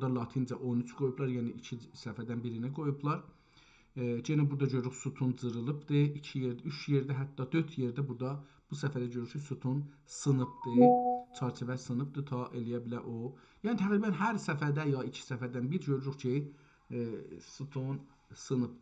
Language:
South Azerbaijani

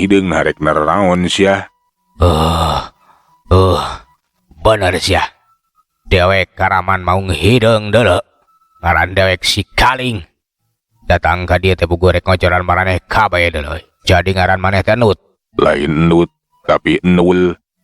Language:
Sundanese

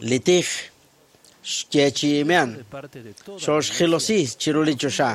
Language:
Kekchí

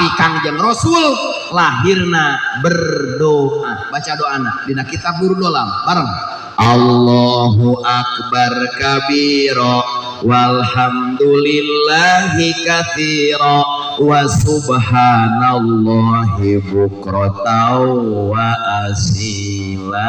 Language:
Sundanese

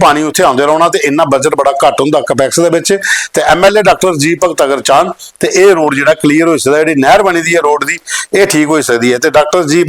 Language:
Dogri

